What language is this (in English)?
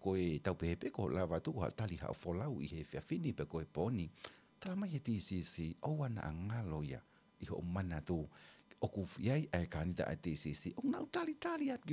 Tongan